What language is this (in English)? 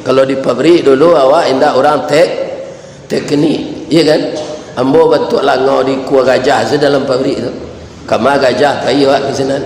Minangkabau